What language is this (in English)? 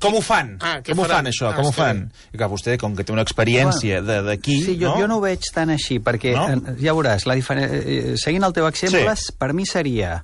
Catalan